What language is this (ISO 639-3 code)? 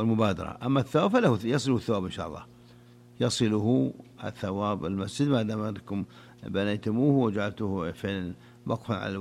ara